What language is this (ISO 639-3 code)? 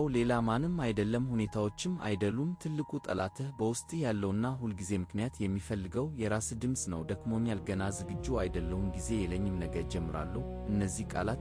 amh